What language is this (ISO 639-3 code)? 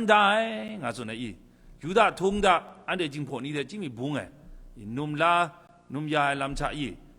kac